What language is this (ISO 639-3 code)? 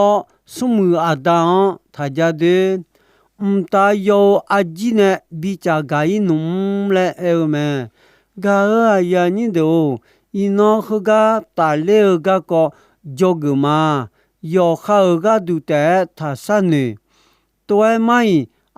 ahk